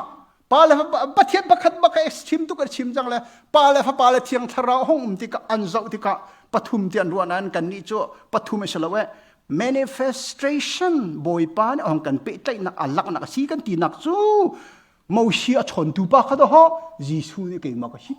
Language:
Hakha Chin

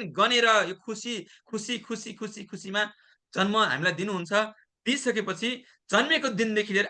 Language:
Nepali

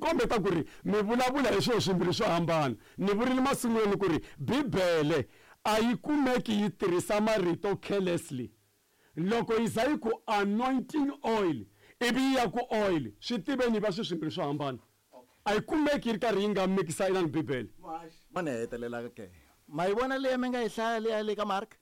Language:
Tsonga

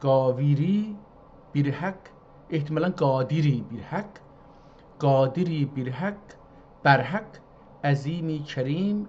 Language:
South Azerbaijani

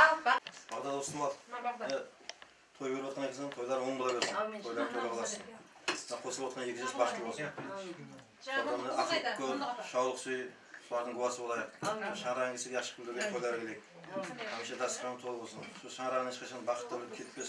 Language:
Kara-Kalpak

